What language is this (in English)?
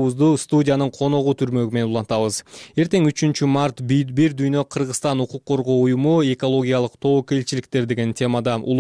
Kyrgyz